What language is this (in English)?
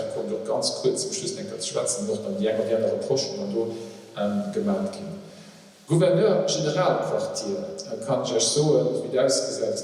Luxembourgish